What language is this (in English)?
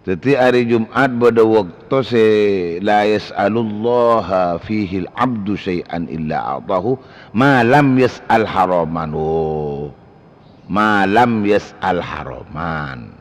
Madurese